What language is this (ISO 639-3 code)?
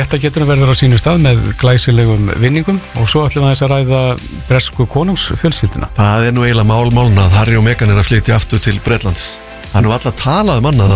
isl